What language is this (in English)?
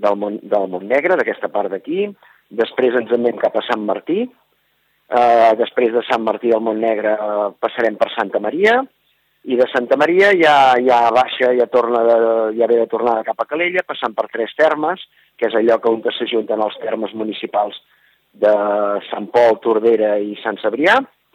Catalan